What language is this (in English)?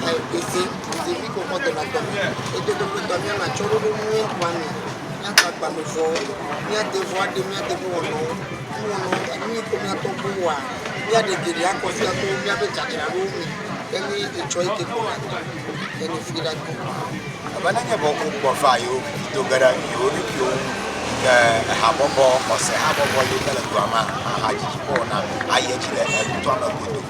Ewe